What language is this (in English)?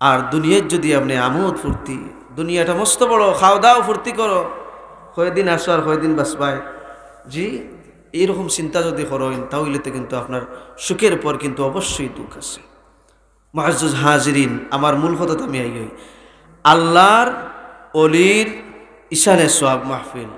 Sylheti